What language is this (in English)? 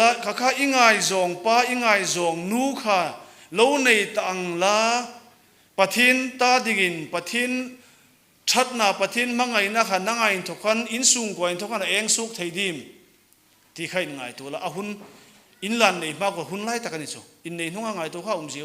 Hmar